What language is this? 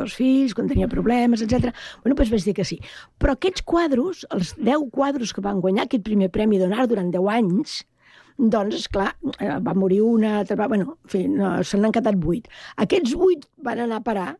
Catalan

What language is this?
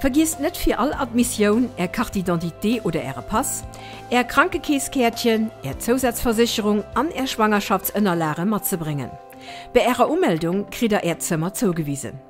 Luxembourgish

